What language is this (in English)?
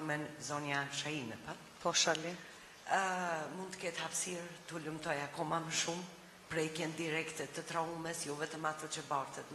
Albanian